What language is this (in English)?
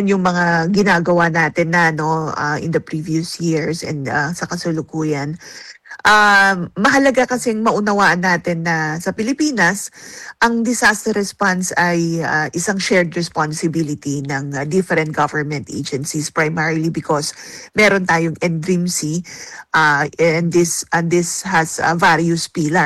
Filipino